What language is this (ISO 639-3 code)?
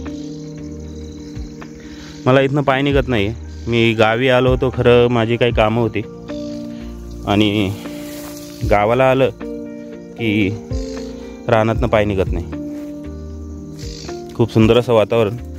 mar